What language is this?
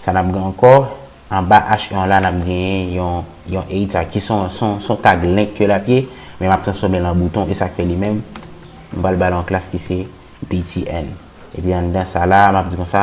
Haitian Creole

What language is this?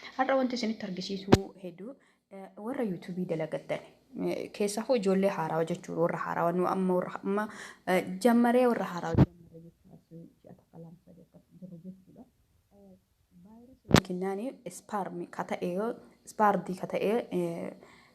Oromo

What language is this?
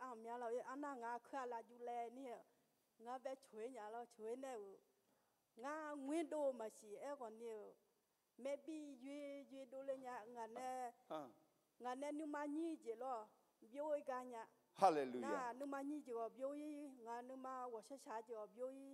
Akha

